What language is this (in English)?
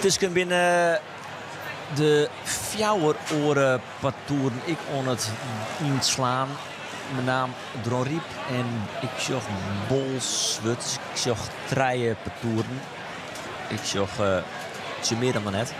Western Frisian